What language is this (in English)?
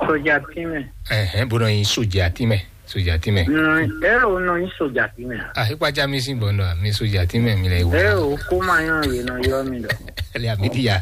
Fon